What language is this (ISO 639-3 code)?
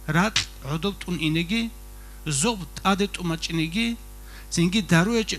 ava